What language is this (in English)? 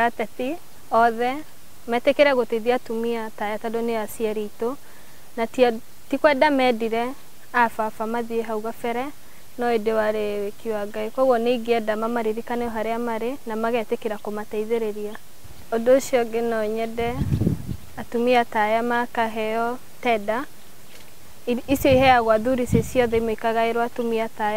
Kikuyu